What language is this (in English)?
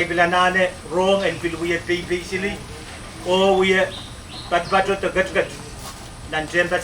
Pohnpeian